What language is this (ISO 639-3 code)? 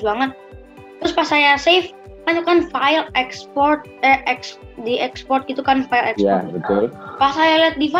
ind